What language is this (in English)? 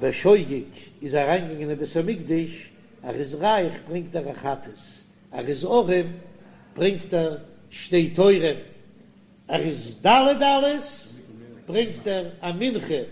Yiddish